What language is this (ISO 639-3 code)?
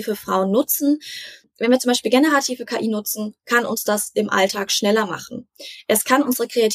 deu